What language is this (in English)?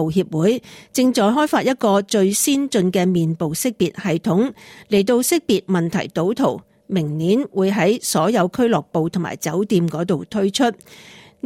Cantonese